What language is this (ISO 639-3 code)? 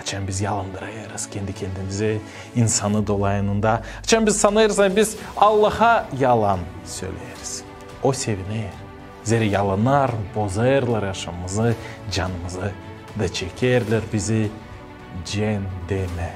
gag